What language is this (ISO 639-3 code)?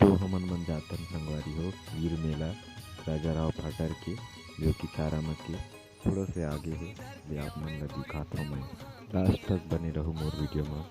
hne